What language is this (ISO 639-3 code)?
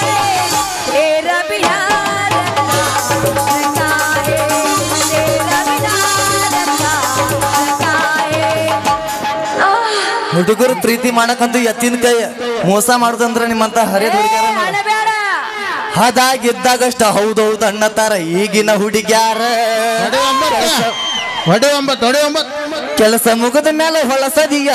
kan